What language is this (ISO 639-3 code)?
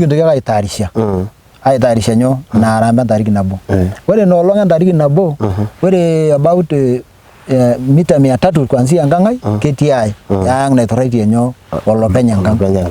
mas